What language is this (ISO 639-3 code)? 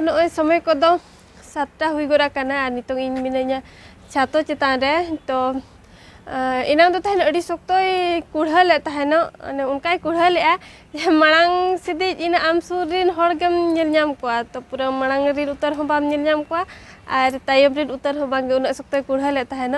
sat